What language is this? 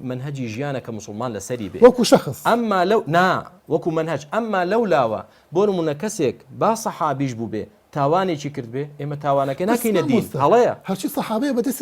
Central Kurdish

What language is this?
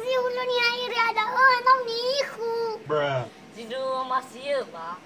Nias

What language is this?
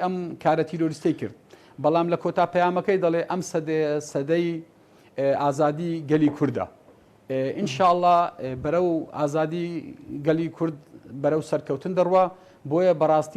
Central Kurdish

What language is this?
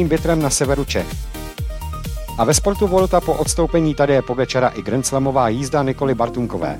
Czech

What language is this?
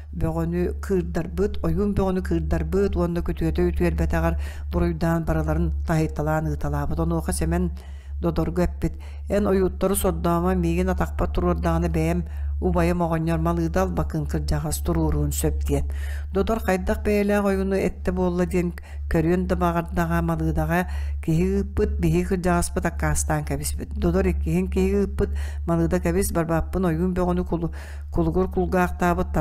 Yakut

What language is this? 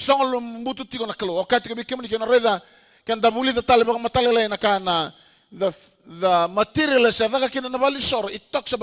Fijian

